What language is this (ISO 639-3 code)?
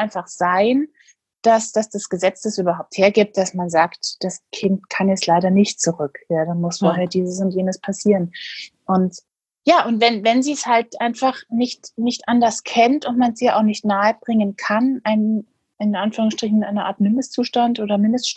deu